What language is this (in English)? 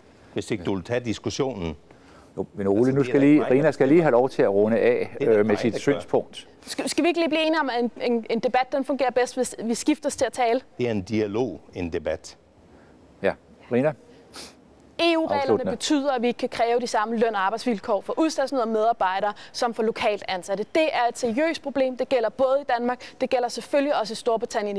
Danish